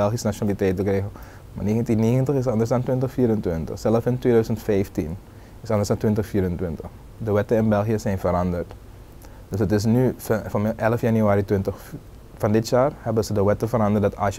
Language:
Dutch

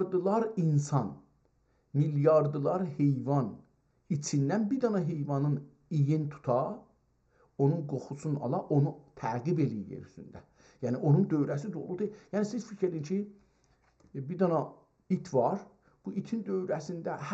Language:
South Azerbaijani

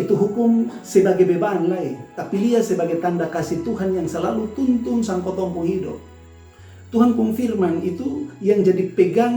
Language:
Kupang Malay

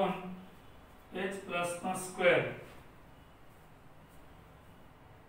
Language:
Gujarati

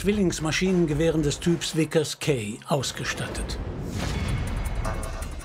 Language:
German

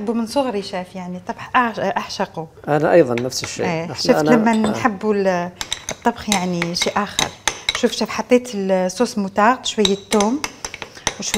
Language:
Algerian Arabic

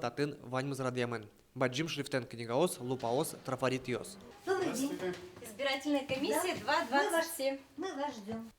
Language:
Udmurt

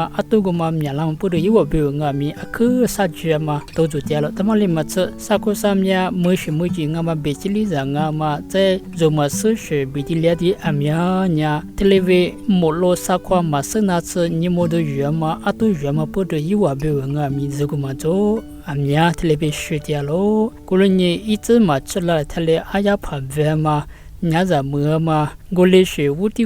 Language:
Lisu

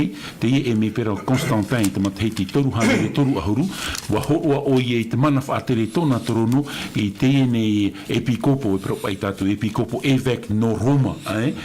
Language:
Tahitian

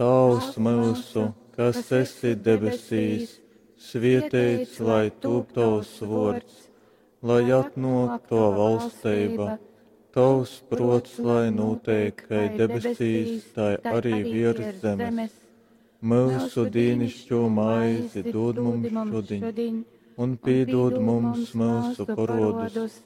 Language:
Latgalian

